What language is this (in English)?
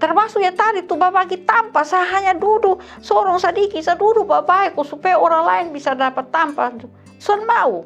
Kupang Malay